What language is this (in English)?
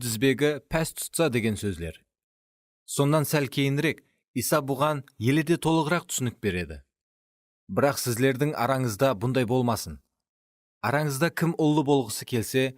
Kara-Kalpak